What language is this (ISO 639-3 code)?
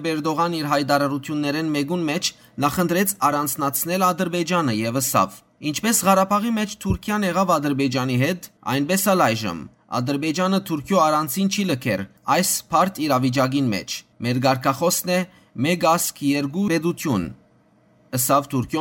hyw